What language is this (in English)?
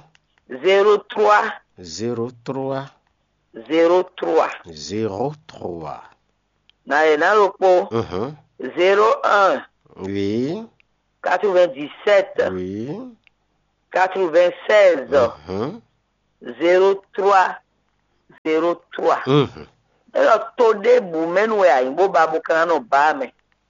Fon